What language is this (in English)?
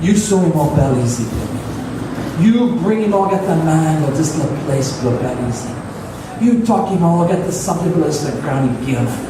Tok Pisin